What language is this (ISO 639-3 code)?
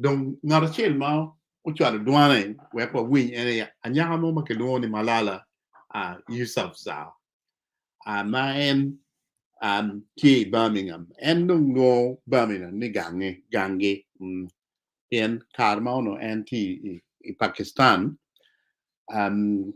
ach